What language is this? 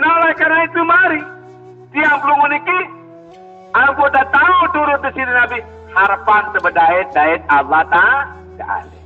Sasak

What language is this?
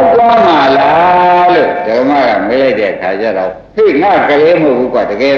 Burmese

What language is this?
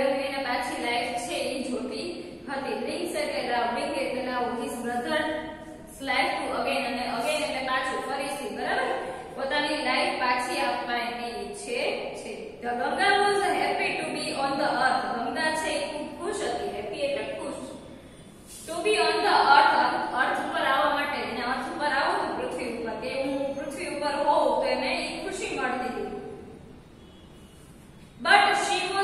Gujarati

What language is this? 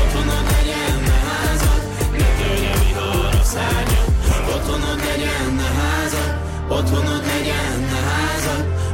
Hungarian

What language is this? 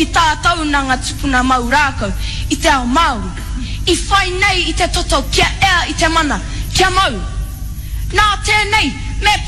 Māori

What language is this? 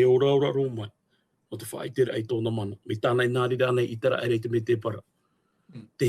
Tahitian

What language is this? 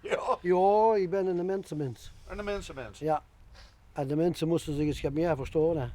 Limburgish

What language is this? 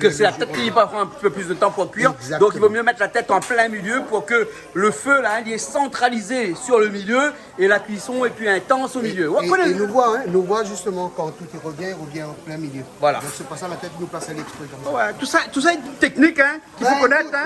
Réunion Creole French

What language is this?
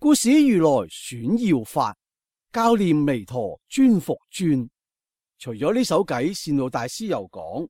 Cantonese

